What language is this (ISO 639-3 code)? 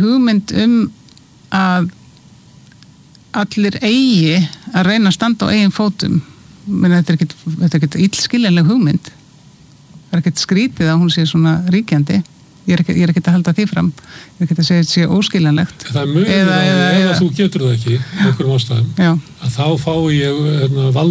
isl